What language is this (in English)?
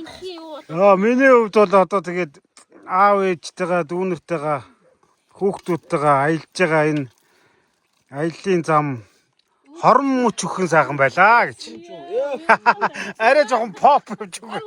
Mongolian